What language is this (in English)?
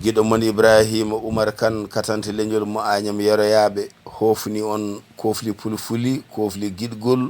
Fula